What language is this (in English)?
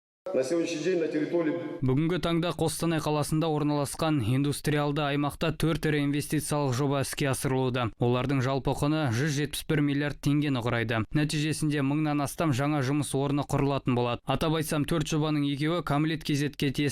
Kazakh